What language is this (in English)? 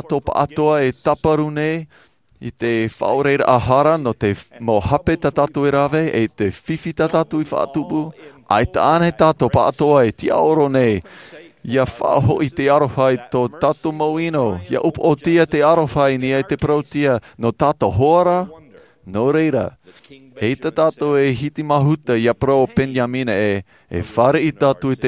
Tahitian